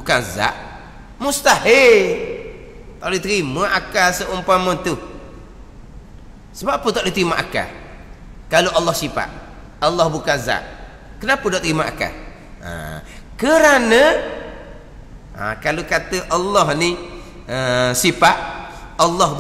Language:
Malay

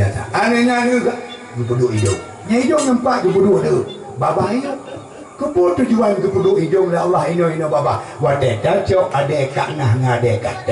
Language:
Achinese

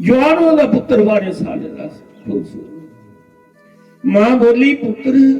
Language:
Dogri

